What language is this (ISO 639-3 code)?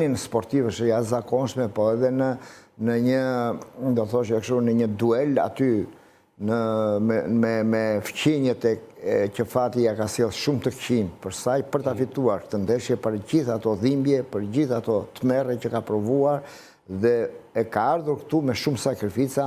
sqi